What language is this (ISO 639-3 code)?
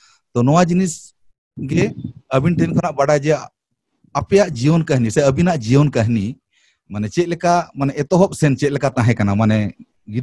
sat